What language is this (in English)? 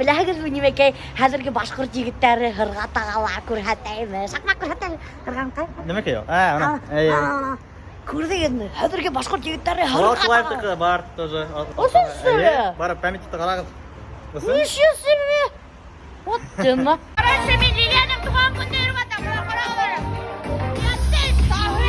Bashkir